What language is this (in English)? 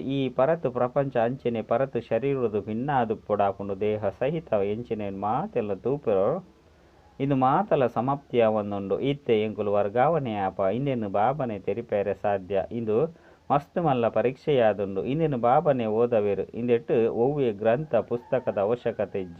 Tulu